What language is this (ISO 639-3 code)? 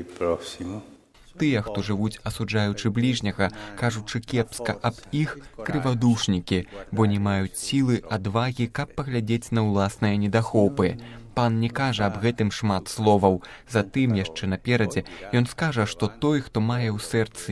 bel